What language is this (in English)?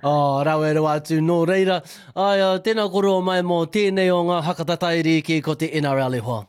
Māori